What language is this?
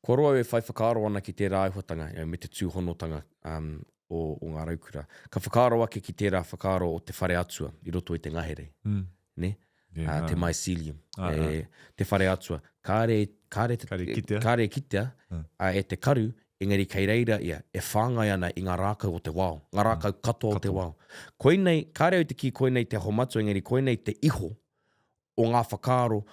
Māori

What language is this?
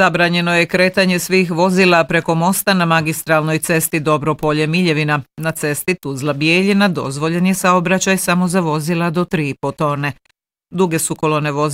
Bosnian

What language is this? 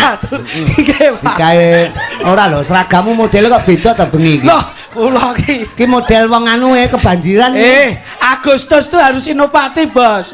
Javanese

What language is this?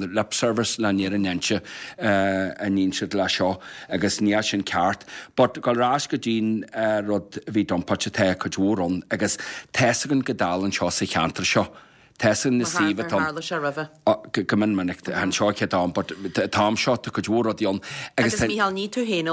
Irish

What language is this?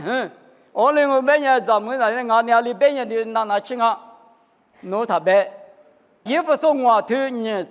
Lisu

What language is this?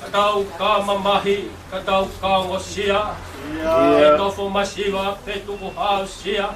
Tongan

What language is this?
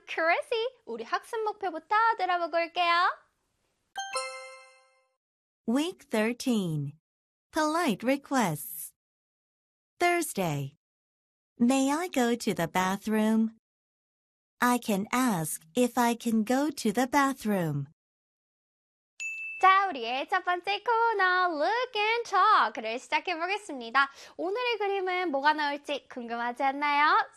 Korean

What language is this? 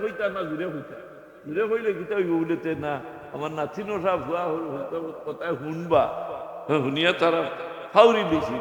Sylheti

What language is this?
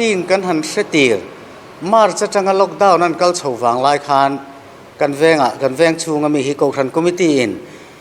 Mizo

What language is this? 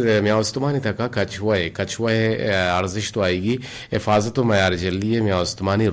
Eastern Balochi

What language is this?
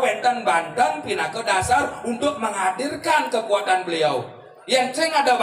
Balinese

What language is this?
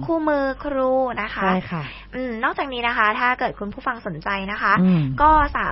Thai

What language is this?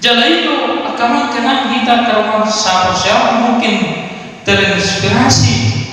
Batak Toba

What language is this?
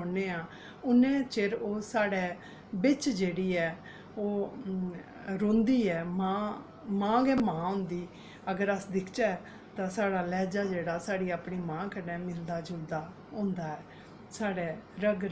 Dogri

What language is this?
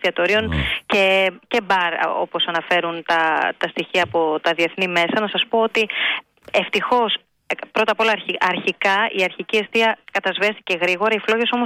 Greek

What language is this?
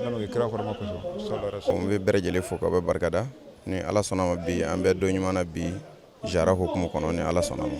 Bambara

